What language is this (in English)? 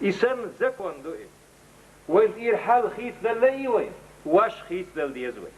Chechen